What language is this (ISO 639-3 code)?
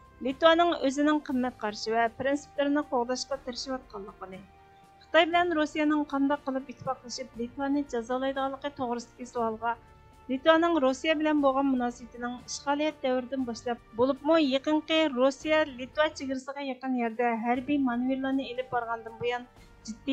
uig